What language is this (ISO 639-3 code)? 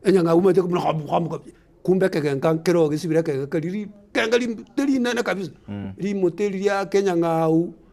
guz